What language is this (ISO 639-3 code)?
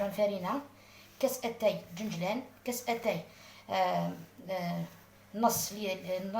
arq